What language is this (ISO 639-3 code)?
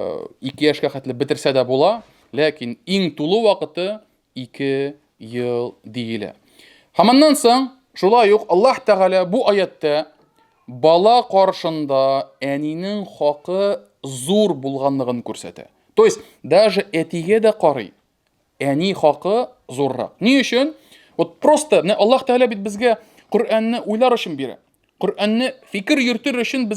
tat